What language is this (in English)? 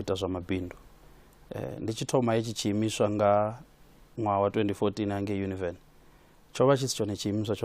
Venda